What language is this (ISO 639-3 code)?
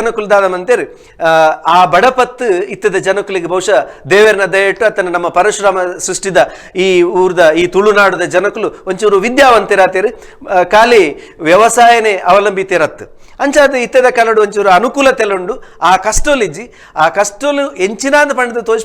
tcy